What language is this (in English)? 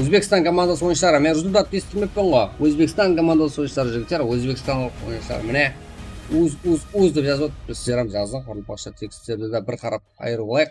Kara-Kalpak